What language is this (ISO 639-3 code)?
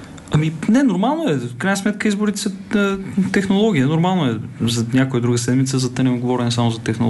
bul